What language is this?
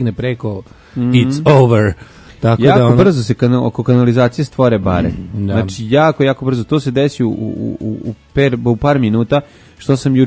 Serbian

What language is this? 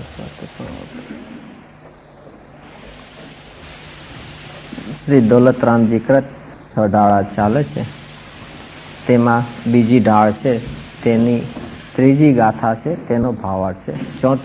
Gujarati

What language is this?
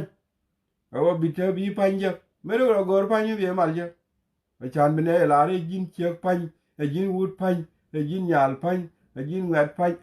Nuer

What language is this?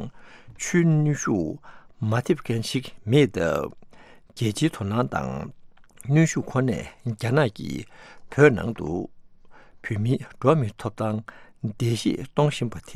Tibetan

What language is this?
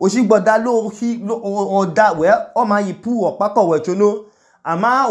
Idoma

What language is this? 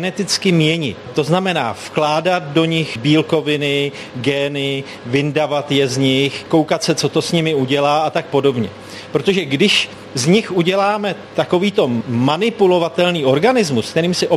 Czech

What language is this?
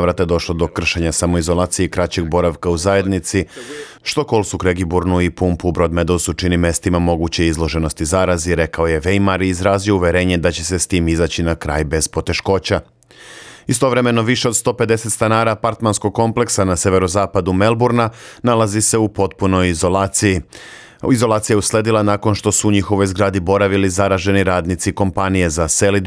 Serbian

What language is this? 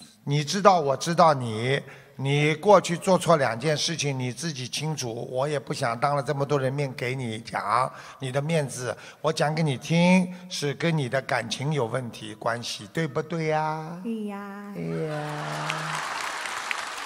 Chinese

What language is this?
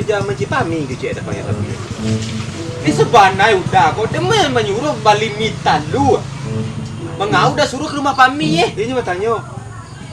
Minangkabau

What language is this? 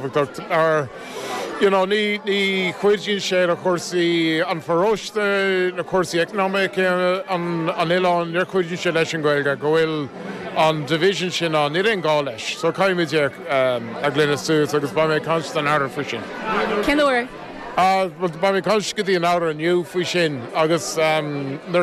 Irish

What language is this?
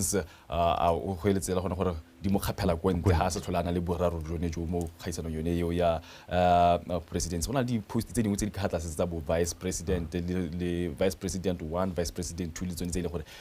Tswana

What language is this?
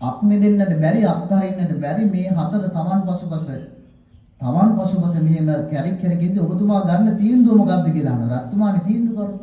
Sinhala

